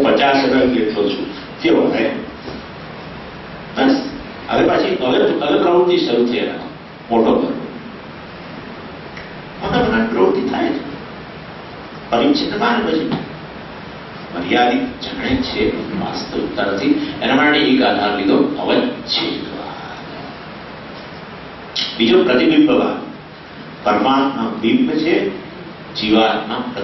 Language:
Gujarati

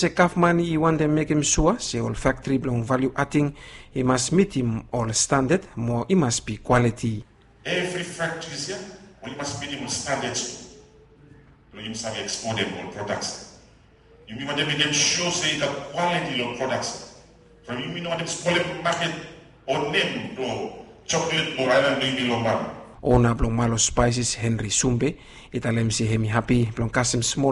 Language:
Bislama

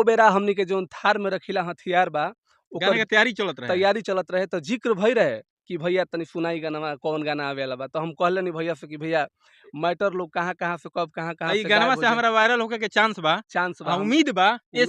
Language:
Bhojpuri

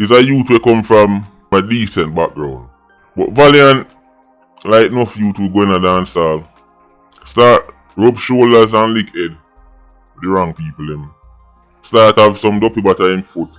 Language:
Jamaican Creole English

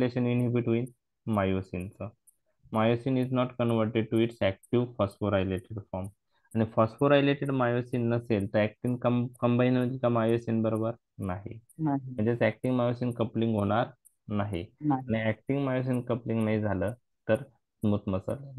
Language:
Marathi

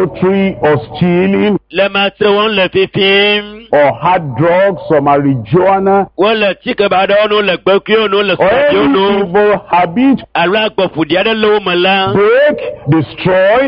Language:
Ewe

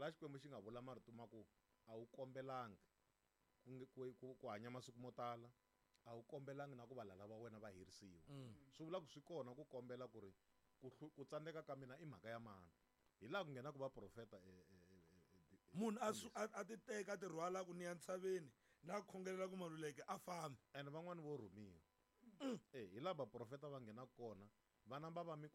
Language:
Tsonga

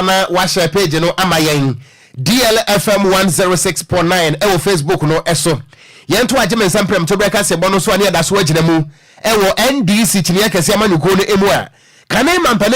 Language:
Akan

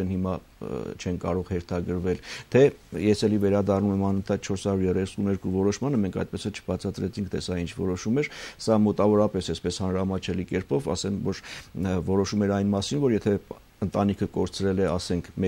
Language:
Armenian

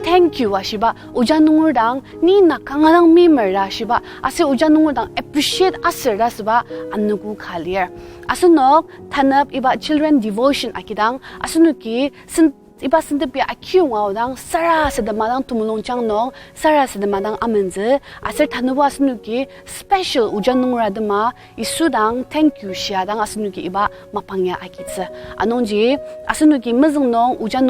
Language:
Ao Naga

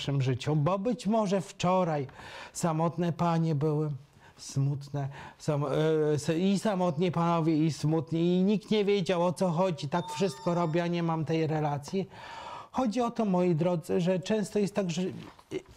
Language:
Polish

